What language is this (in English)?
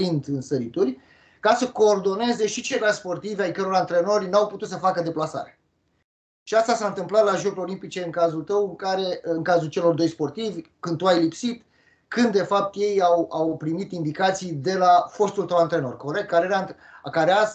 Romanian